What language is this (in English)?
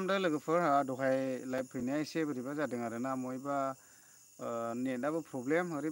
Bodo